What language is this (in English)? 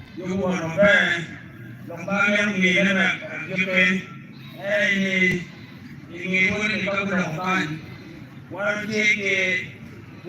Acoli